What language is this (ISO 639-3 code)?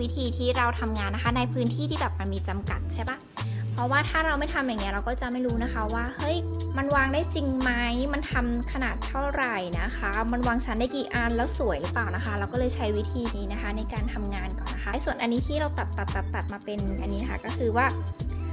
tha